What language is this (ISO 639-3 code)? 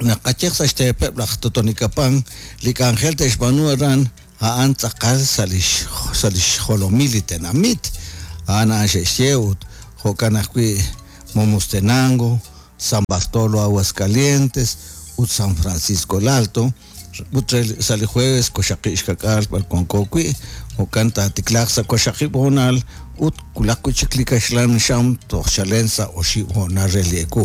kek